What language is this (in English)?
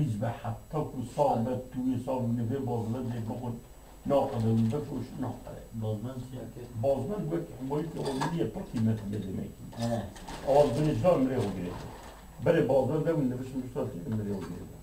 Kurdish